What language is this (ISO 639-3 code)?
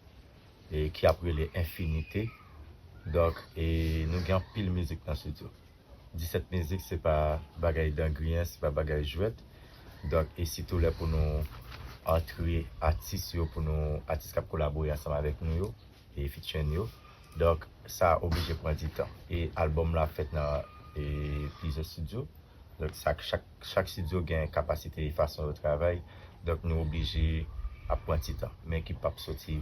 hat